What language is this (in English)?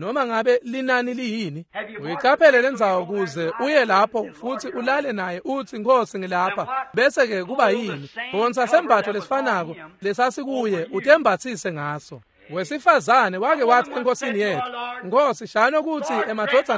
Swati